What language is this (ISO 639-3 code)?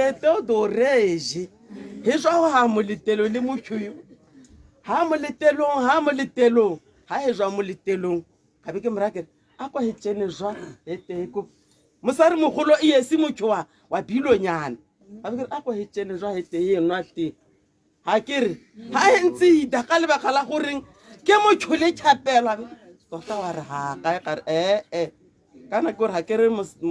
tsn